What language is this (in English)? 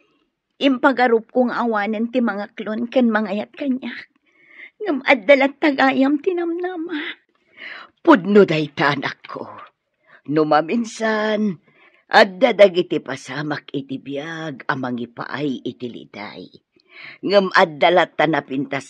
Iloko